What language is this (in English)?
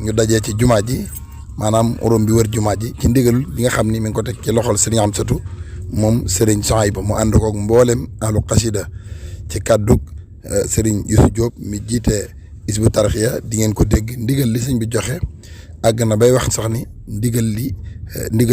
Wolof